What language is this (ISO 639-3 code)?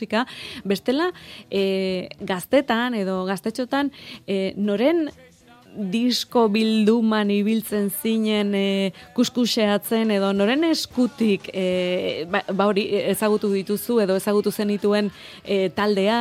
eus